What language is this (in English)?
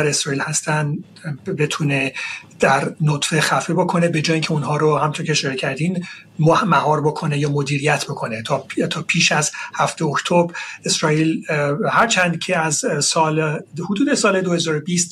Persian